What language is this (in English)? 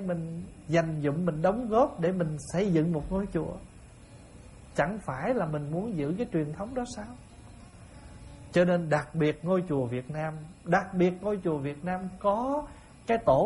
Vietnamese